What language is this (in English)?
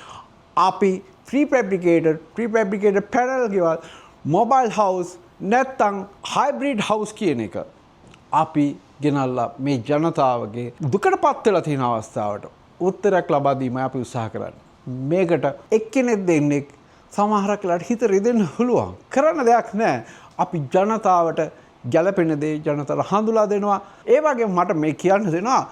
Sinhala